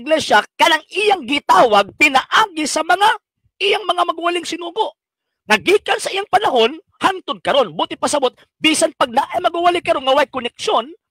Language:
Cebuano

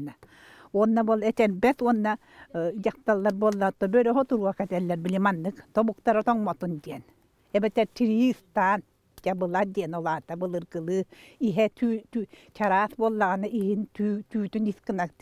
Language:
Yakut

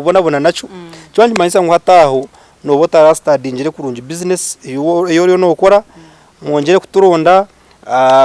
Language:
Nyankole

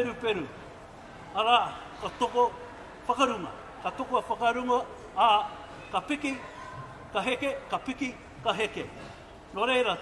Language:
Māori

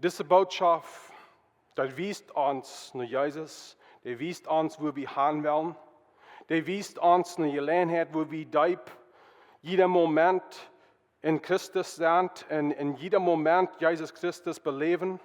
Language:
Plautdietsch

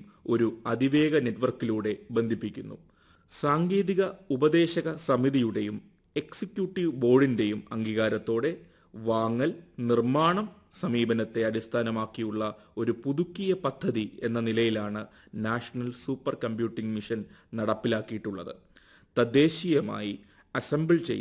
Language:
Malayalam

